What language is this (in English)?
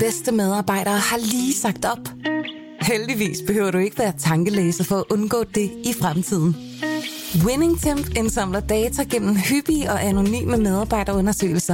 Danish